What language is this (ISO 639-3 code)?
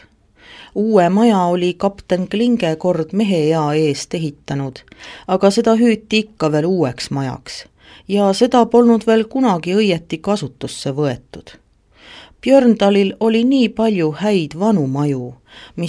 est